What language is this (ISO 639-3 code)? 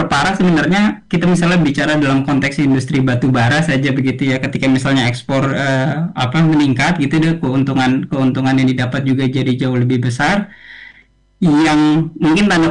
ind